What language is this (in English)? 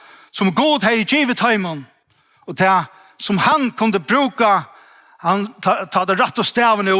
Faroese